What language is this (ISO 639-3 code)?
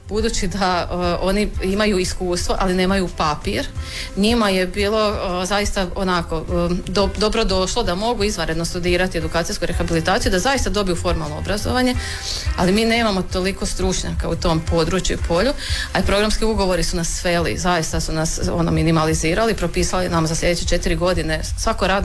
hrv